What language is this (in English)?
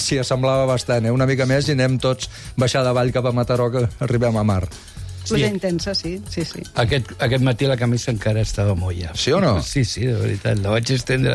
Catalan